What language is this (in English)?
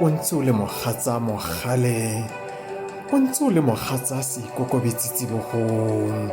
Tswana